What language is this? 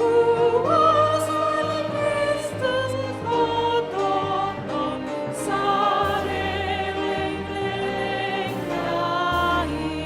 Batak Toba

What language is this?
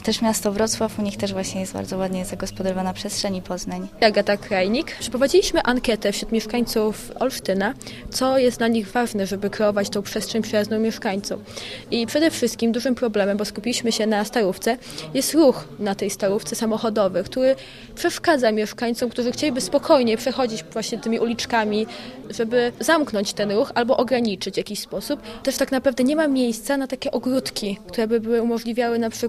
Polish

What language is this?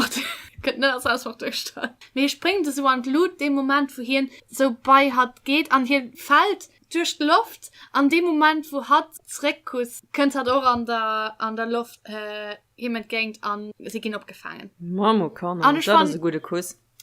Luxembourgish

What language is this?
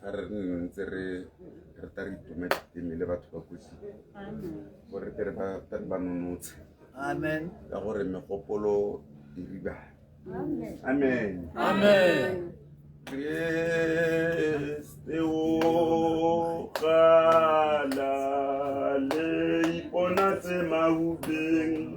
Tswana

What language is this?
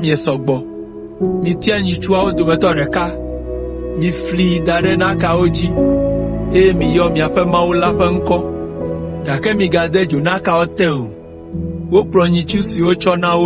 Ewe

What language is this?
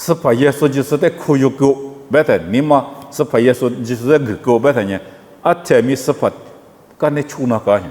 Lisu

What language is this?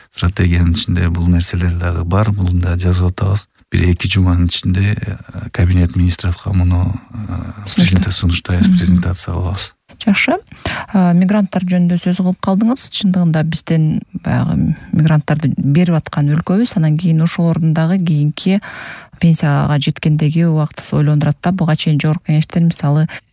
Kyrgyz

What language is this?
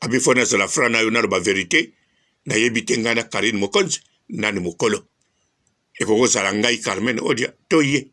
Lingala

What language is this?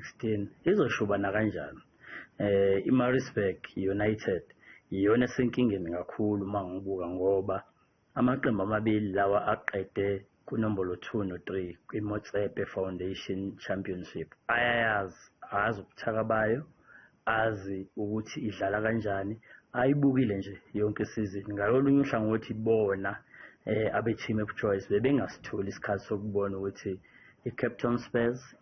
Zulu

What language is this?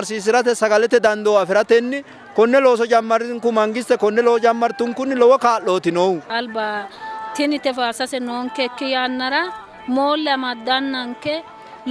Sidamo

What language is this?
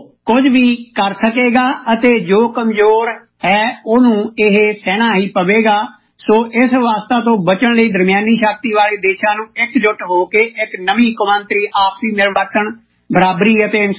Punjabi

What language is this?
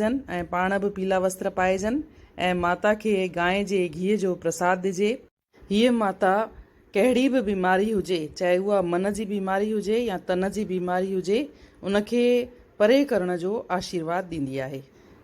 Sindhi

